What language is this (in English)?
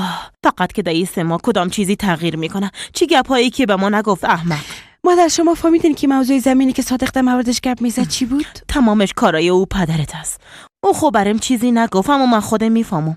Persian